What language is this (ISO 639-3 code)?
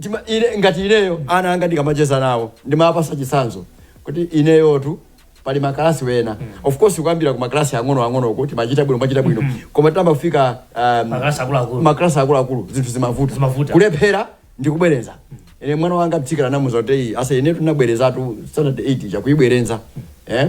nya